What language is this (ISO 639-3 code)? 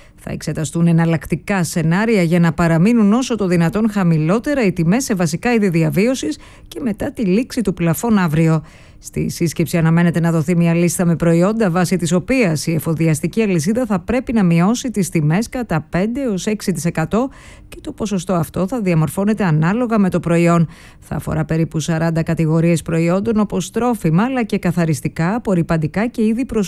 ell